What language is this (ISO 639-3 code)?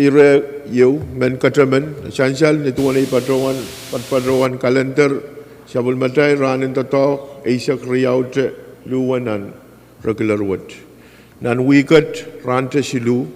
pon